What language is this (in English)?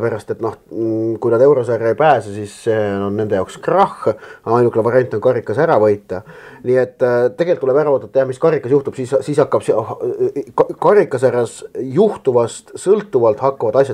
Estonian